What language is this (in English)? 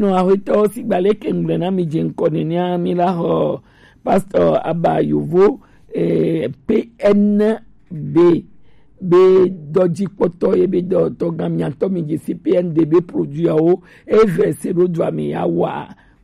Gen